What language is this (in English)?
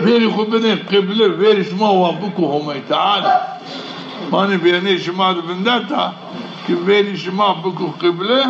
Zaza